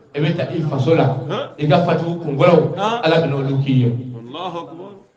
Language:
Bambara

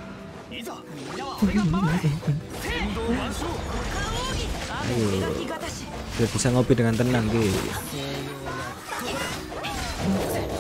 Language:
Indonesian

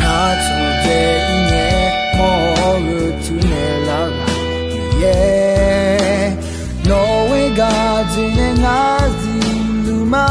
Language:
Akha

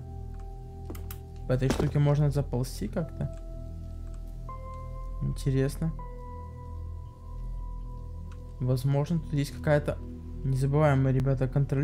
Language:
Russian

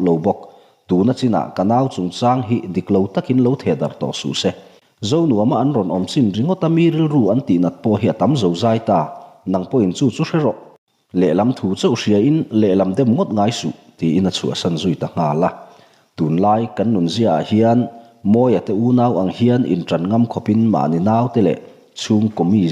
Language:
Mizo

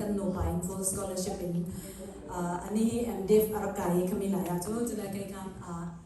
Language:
Hakha Chin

